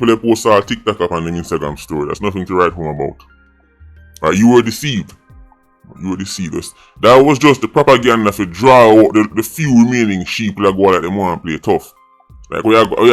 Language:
Jamaican Creole English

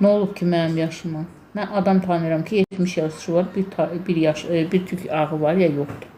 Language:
Azerbaijani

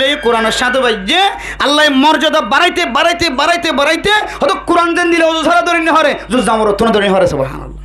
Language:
Rohingya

